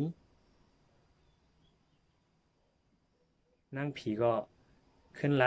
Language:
Thai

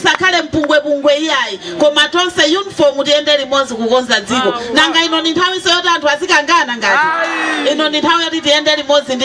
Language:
Nyanja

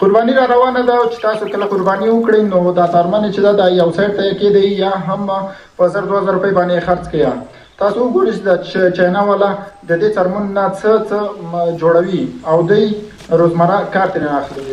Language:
Pashto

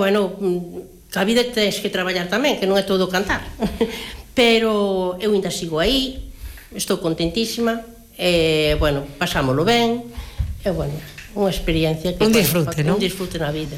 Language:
Galician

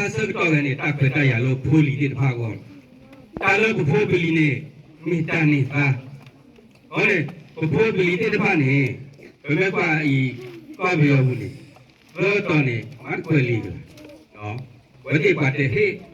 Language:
S'gaw Karen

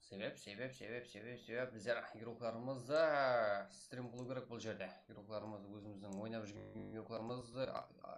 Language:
Kara-Kalpak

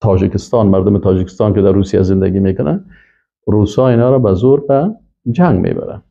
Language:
Persian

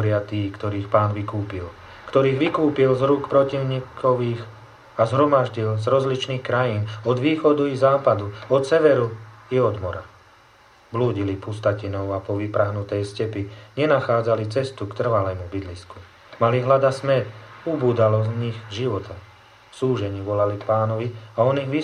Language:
Slovak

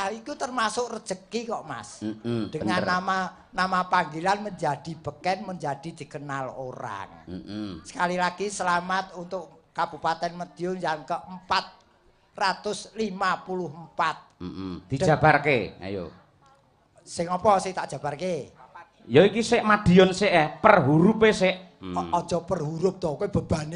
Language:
Javanese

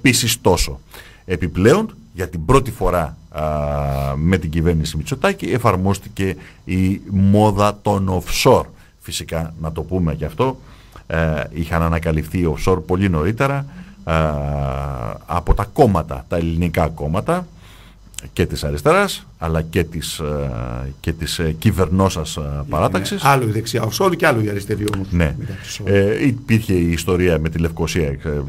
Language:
Greek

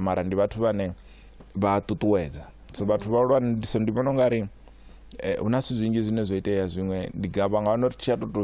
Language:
Venda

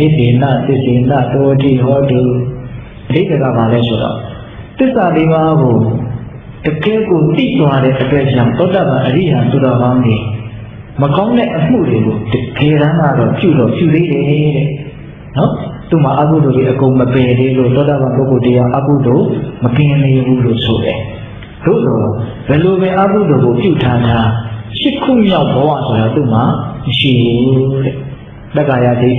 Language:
Burmese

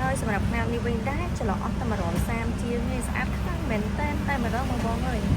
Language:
Khmer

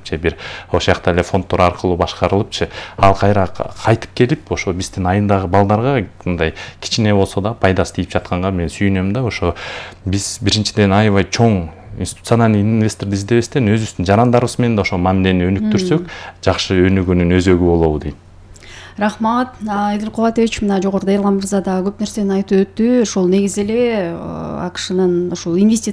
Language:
Kyrgyz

